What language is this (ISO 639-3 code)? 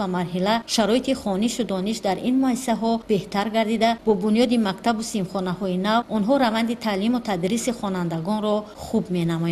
tgk